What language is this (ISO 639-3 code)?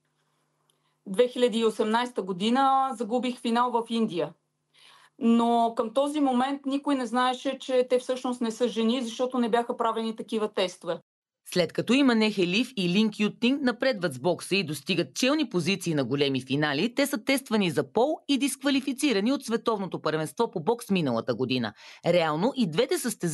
bul